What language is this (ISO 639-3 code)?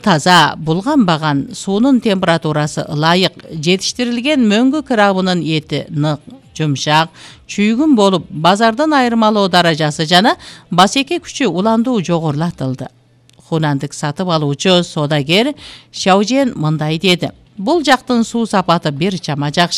kir